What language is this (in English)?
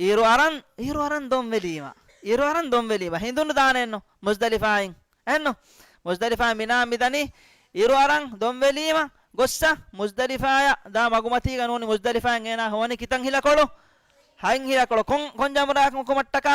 Divehi